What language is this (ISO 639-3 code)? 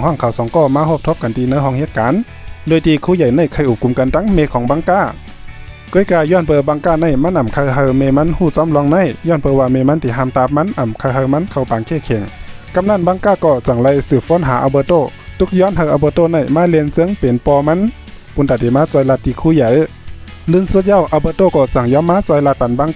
shn